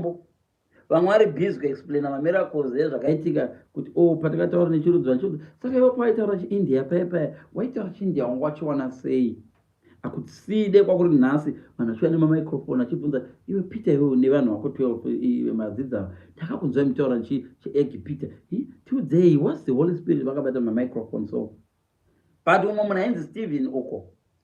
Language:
Shona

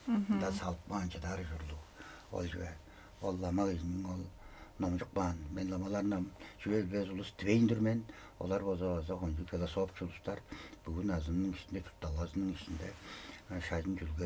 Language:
Tuvinian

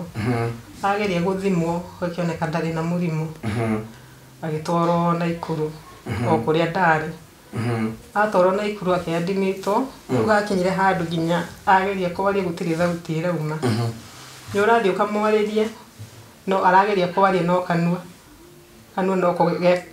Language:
Kikuyu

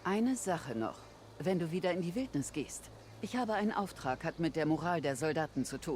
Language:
Bavarian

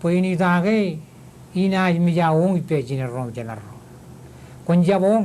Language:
Marshallese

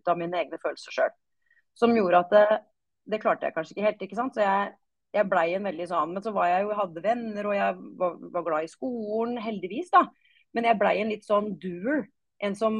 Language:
Norwegian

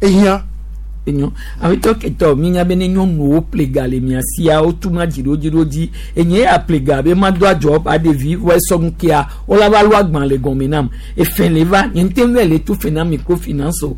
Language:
Gen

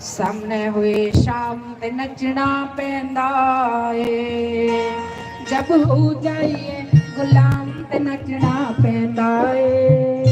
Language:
Dogri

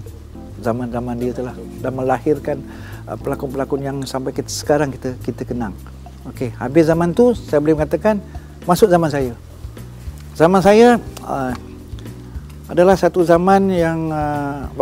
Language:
Malay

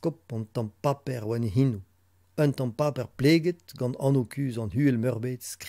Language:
Breton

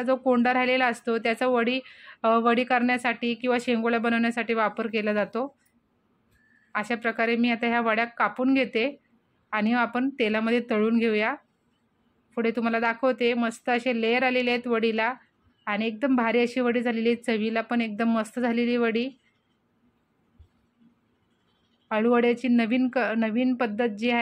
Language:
Marathi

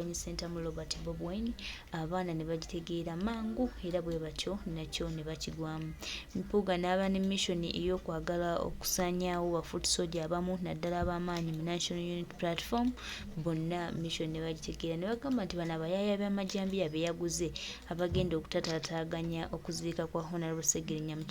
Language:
Ganda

